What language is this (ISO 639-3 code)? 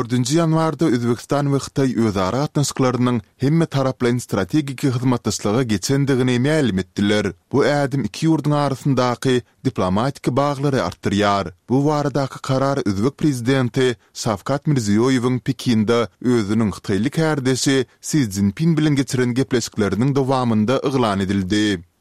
tuk